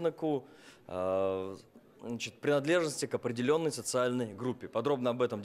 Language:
Russian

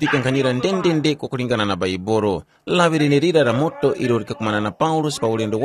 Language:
Tumbuka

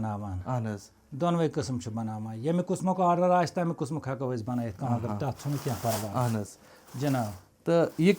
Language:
Kashmiri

